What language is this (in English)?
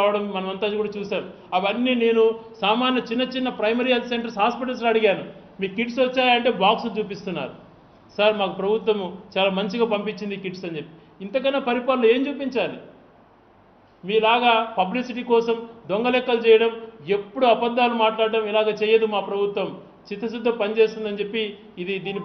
Telugu